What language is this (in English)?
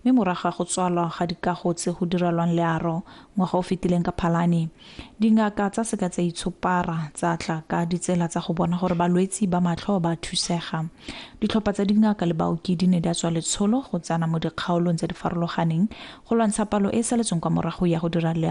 Tswana